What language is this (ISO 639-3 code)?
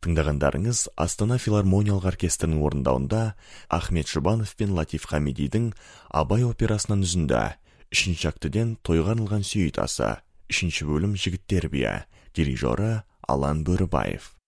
kaz